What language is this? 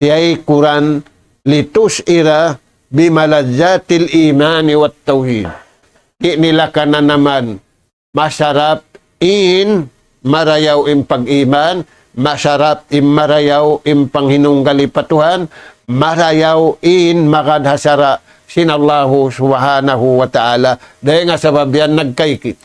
Tausug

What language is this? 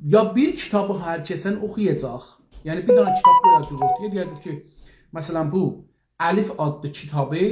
South Azerbaijani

